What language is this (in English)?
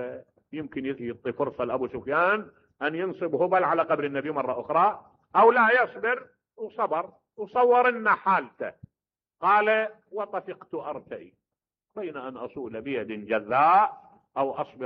Mesopotamian Arabic